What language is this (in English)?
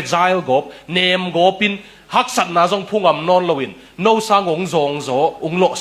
Tedim Chin